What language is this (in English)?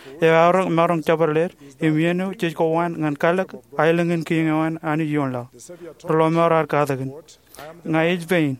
Marshallese